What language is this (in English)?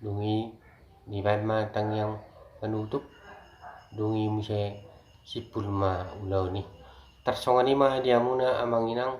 Batak Toba